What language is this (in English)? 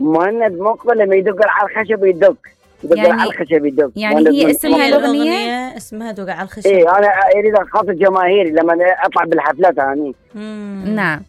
Mesopotamian Arabic